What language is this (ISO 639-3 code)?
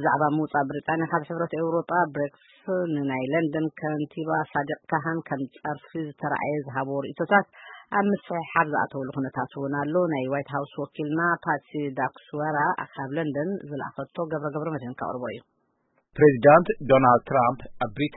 tir